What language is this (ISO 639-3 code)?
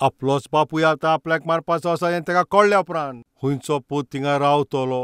kok